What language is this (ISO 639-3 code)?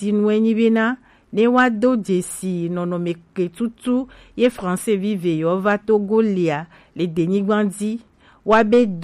gej